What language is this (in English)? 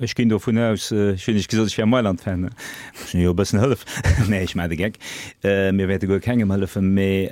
Luxembourgish